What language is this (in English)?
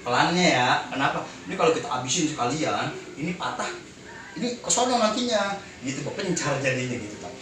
Betawi